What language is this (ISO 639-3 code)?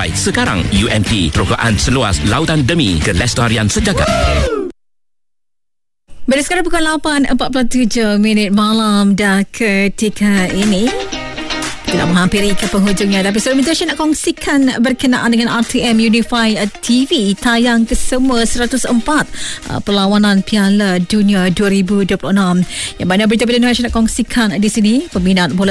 msa